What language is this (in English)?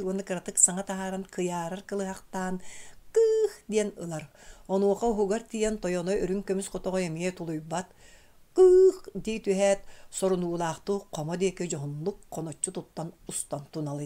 Yakut